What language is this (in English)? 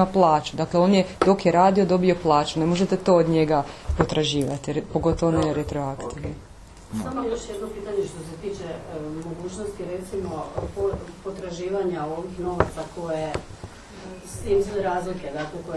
Croatian